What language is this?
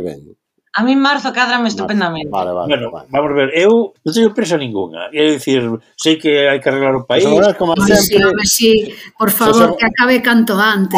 Galician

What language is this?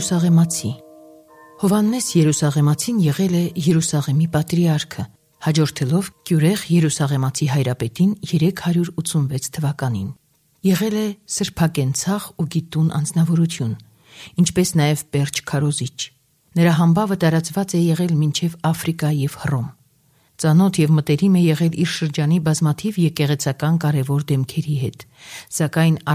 Armenian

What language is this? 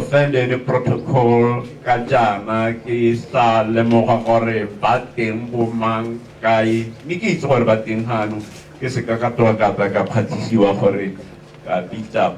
Tswana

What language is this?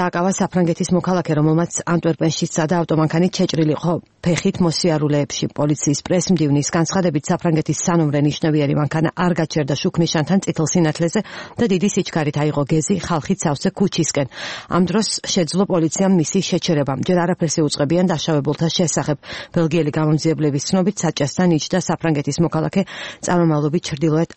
Georgian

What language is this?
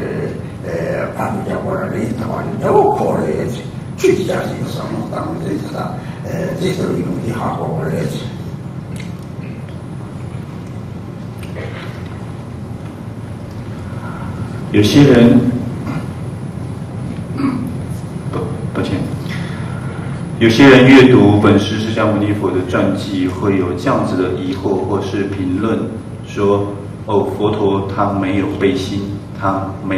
Chinese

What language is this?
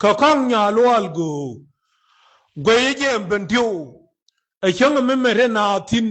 Nuer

